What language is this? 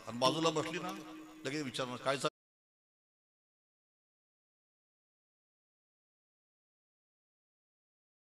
Marathi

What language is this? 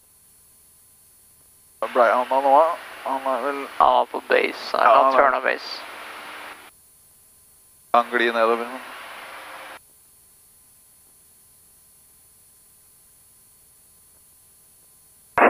Norwegian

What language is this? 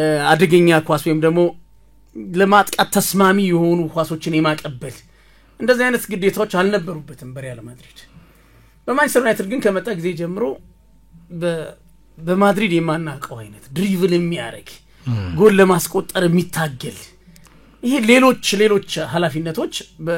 Amharic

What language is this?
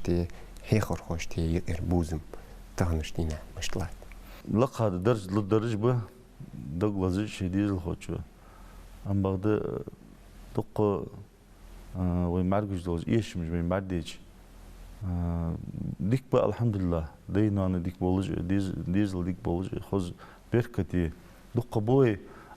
Ingush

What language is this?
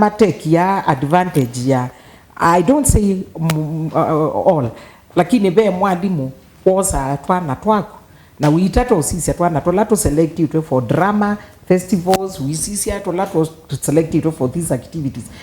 Kamba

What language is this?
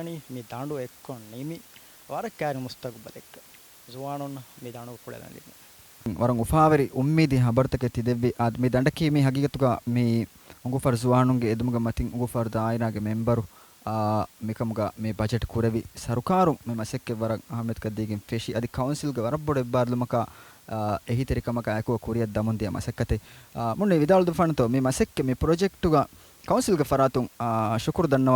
Divehi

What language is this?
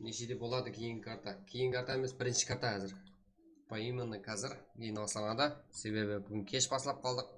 Kara-Kalpak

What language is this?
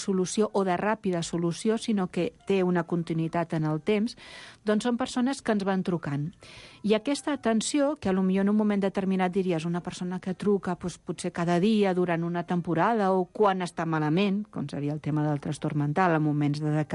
Catalan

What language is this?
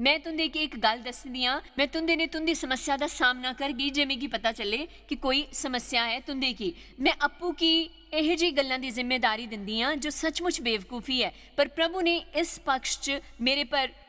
Dogri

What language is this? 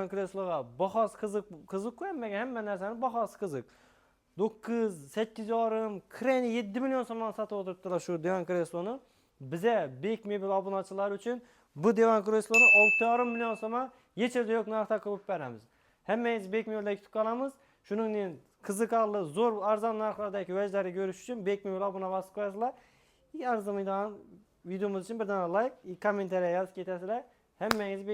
Uzbek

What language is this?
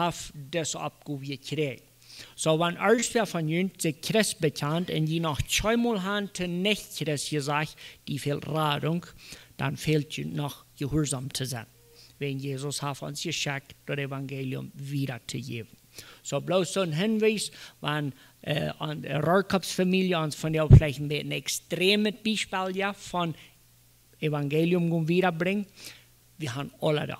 Plautdietsch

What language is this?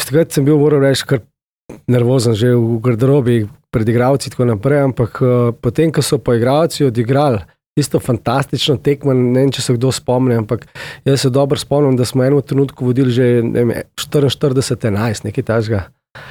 Slovenian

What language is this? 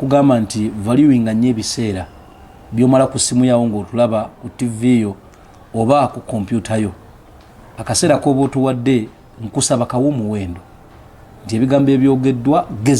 Ganda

